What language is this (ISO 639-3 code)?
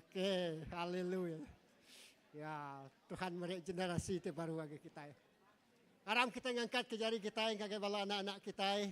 iba